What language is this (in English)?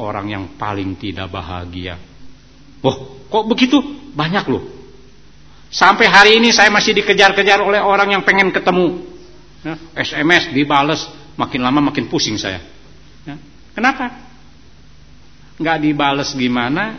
Indonesian